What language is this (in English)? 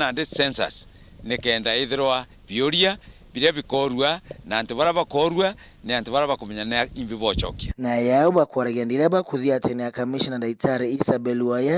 Meru